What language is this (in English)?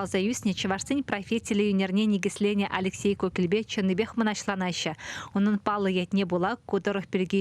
Chuvash